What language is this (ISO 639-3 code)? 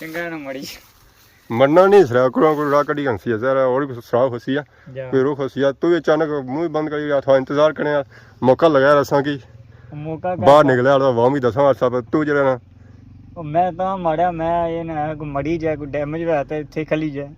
phr